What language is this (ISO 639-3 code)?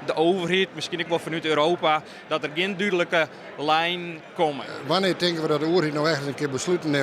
fry